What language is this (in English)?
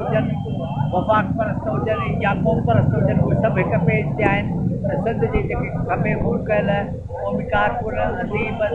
Sindhi